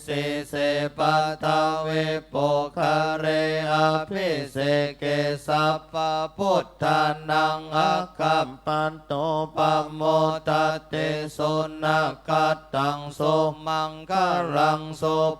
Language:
Pali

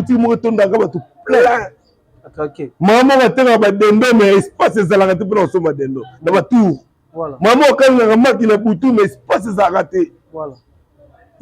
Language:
Lingala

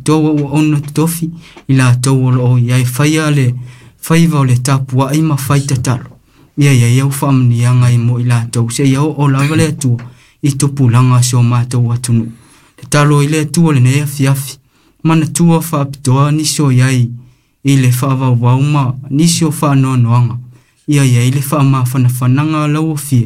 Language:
Samoan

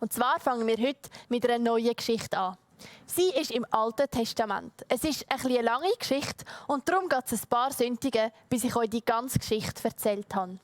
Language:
Swiss German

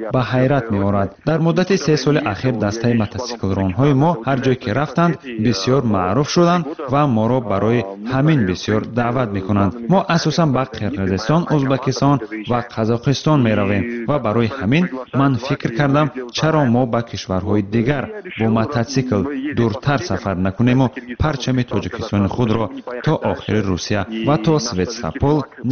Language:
Tajik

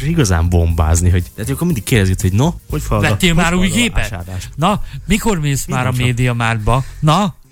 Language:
Hungarian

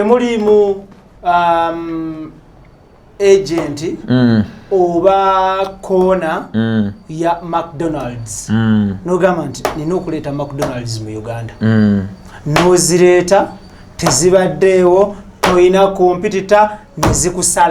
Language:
Ganda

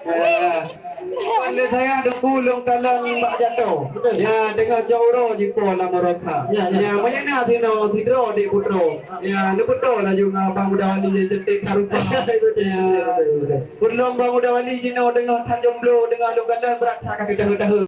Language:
Achinese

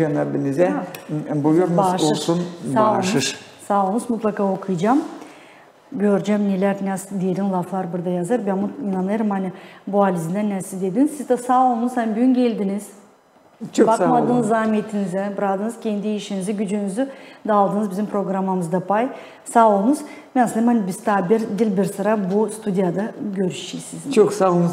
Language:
Gagauz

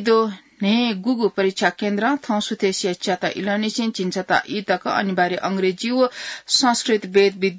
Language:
Newari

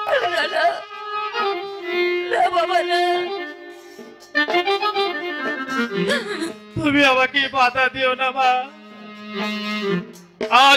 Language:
Bangla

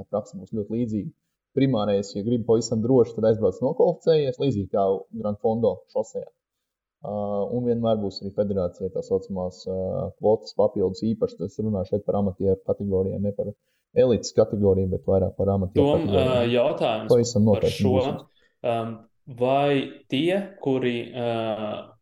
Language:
Latvian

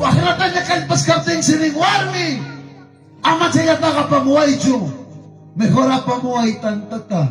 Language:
Ayacucho Quechua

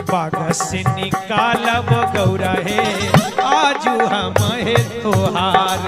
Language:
Magahi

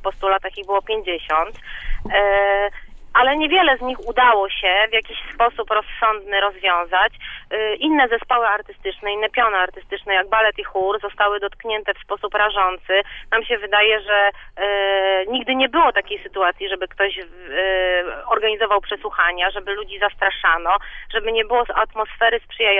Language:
Polish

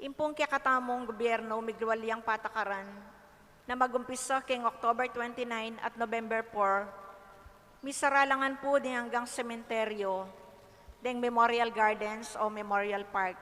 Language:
Pampanga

